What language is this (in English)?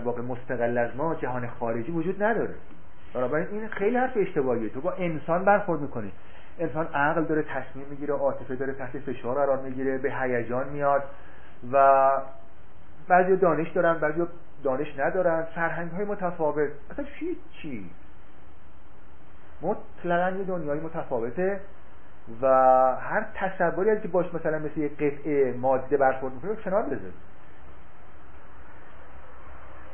Persian